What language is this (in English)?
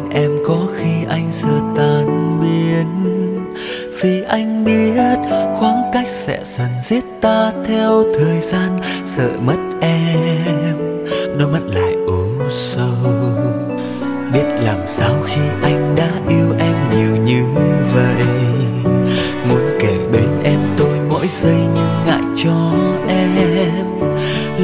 Vietnamese